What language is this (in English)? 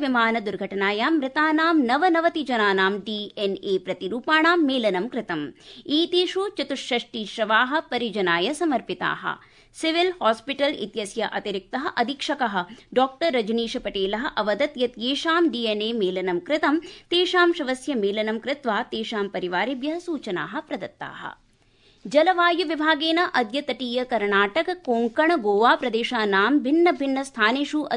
Sanskrit